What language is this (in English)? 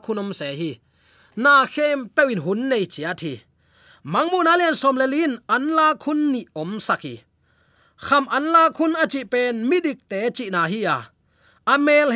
Tedim Chin